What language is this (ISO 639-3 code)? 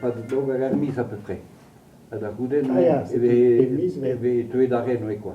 bre